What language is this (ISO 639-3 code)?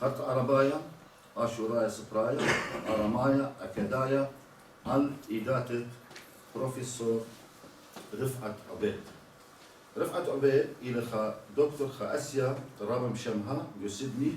aii